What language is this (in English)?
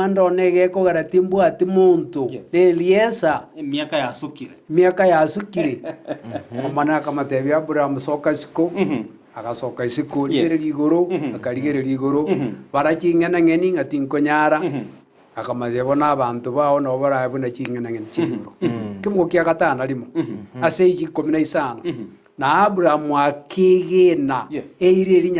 Gusii